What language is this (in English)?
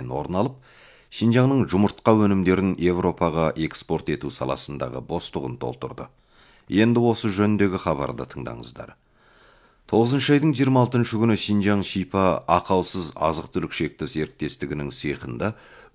Kazakh